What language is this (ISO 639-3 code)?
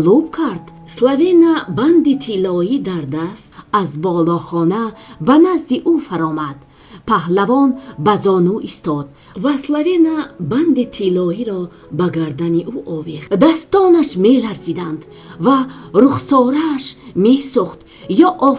tgk